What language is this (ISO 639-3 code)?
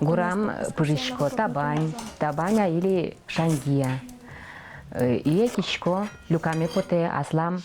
udm